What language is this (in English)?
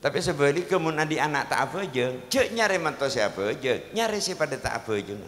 Madurese